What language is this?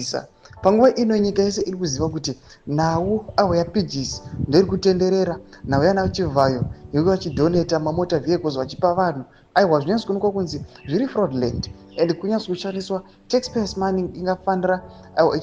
Shona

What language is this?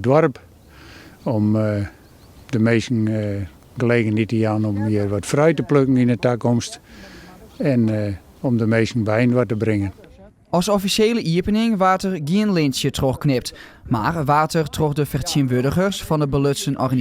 Western Frisian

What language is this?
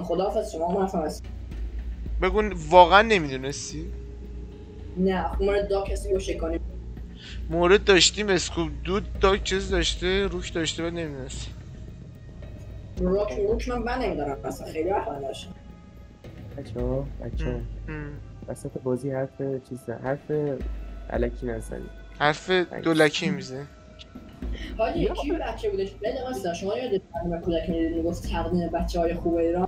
Persian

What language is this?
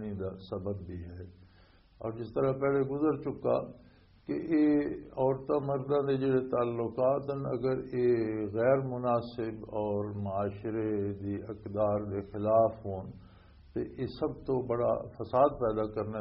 Western Panjabi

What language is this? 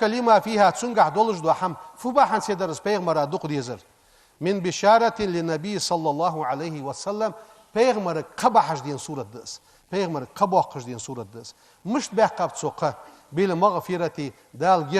Ingush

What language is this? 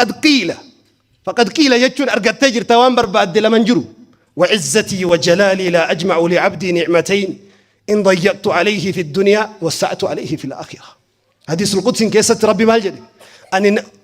Oromo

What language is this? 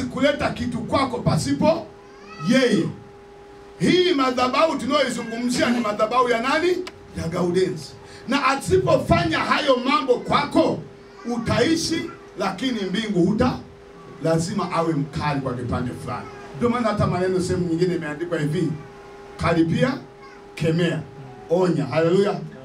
Swahili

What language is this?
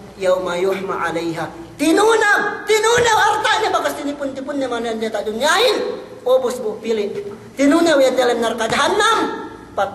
Yakan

